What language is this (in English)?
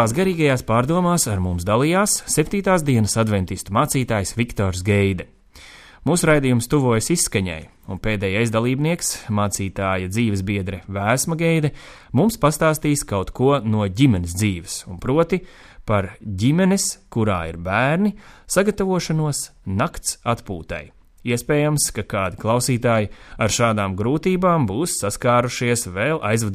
Latvian